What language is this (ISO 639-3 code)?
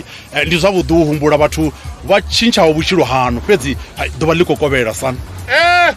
ven